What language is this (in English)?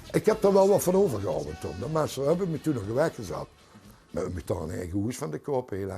Limburgish